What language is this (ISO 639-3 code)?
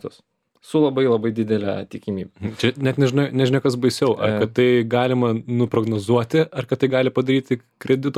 lit